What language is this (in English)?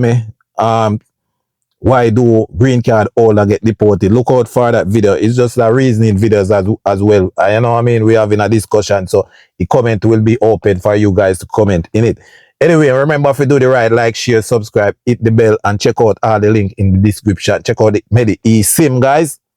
Jamaican Creole English